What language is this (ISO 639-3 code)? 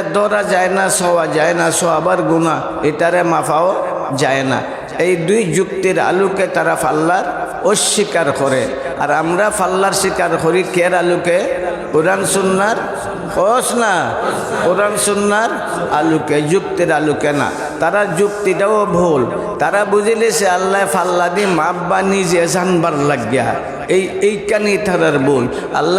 syl